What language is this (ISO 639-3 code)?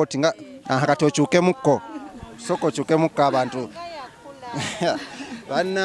lug